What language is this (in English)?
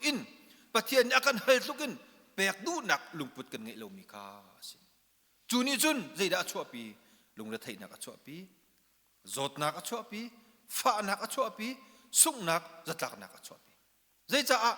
Hakha Chin